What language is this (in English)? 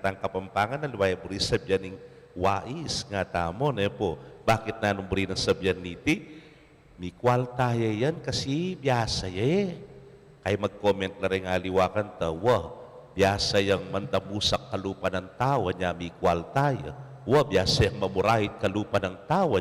Pampanga